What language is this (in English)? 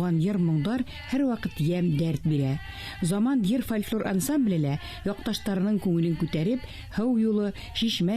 Bashkir